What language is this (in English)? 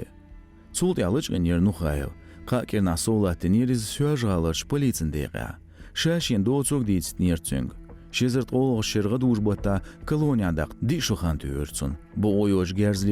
Chechen